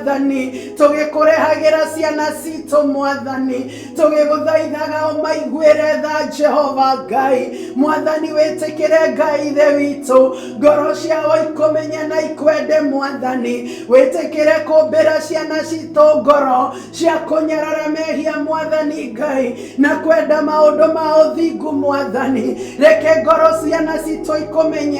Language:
Kikuyu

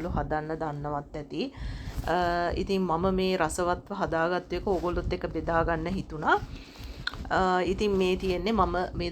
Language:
Sinhala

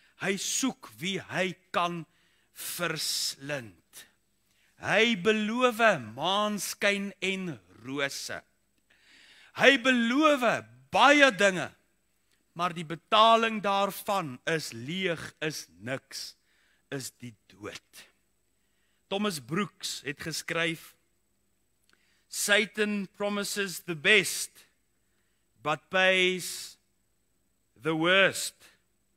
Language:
Afrikaans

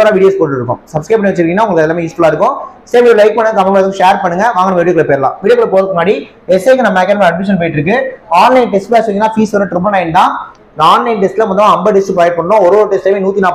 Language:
Tamil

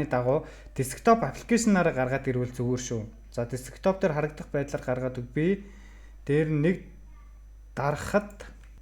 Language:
Mongolian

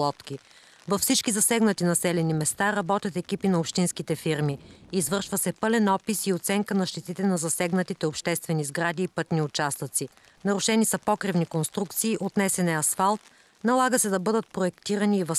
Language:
Bulgarian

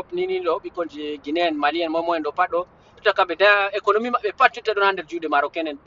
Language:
Fula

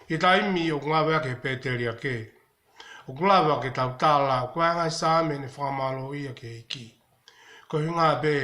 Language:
Tongan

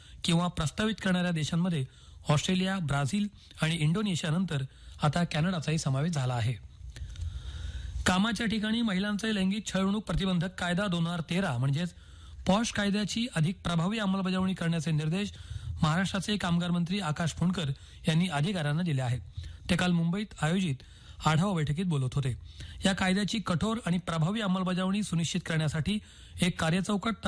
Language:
Marathi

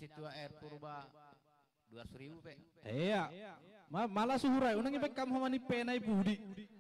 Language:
Batak Simalungun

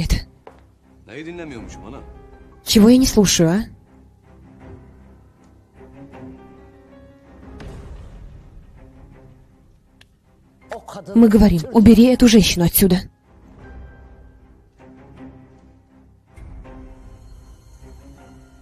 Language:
Russian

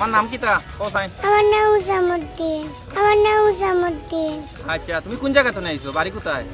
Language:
Sylheti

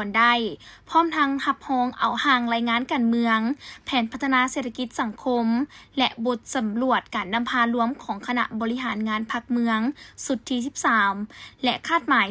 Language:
Lao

